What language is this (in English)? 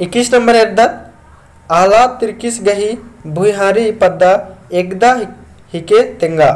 Kurukh